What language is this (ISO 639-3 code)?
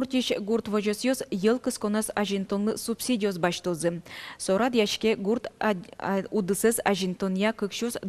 udm